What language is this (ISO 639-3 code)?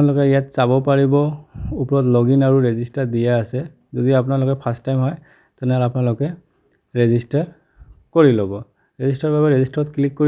asm